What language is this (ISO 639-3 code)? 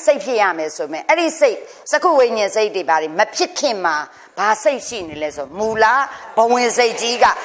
mya